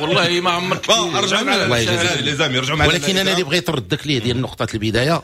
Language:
Moroccan Arabic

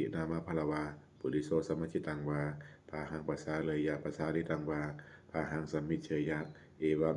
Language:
Pali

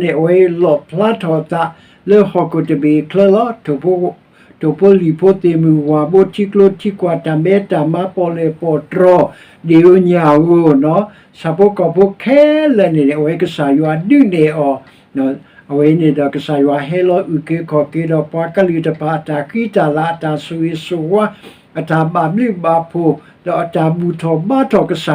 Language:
S'gaw Karen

